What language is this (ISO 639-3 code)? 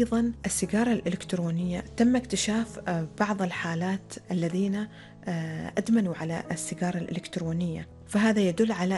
ara